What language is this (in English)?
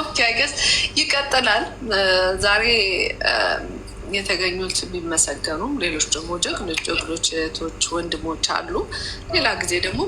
Amharic